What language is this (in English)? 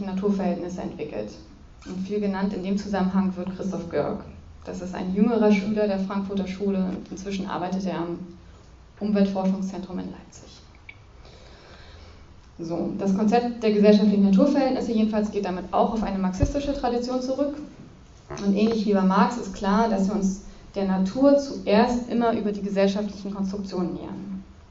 German